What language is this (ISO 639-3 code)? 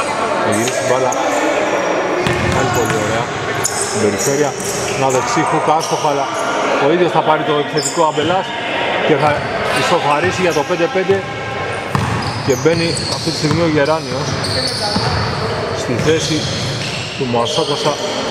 ell